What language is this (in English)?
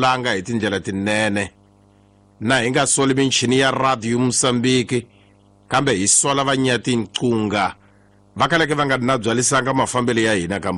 Tsonga